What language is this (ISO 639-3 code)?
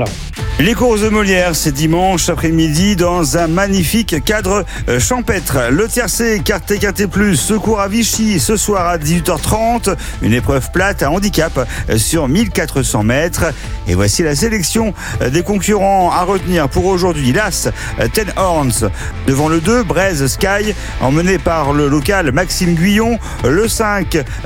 fra